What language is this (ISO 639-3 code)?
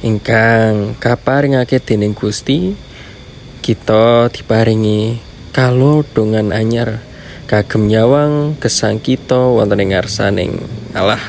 jav